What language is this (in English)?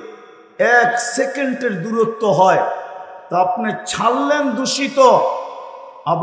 Bangla